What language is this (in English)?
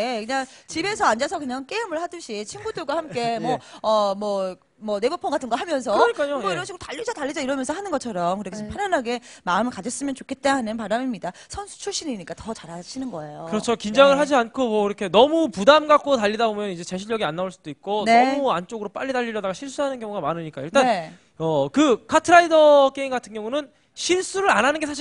Korean